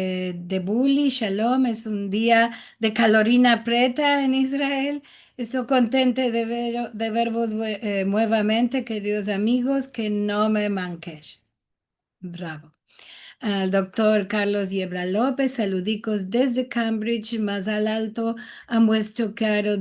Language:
Ladino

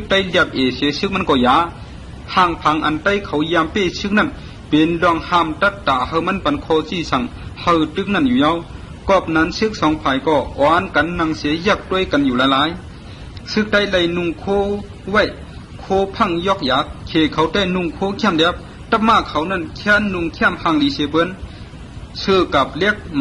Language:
Shan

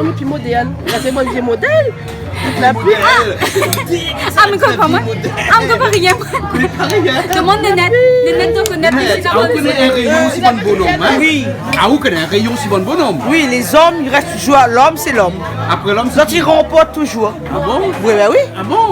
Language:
Réunion Creole French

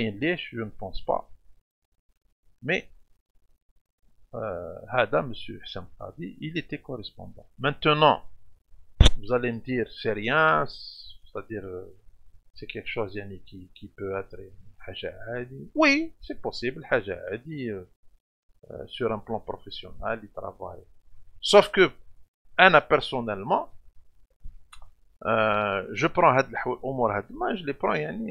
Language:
French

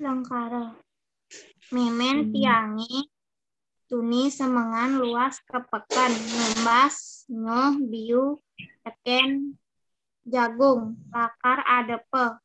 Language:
Balinese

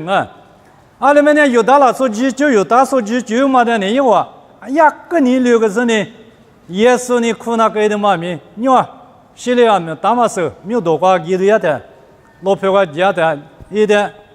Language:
Lisu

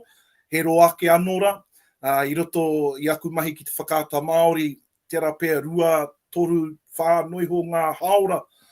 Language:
Māori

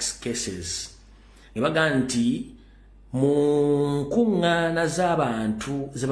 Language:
Ganda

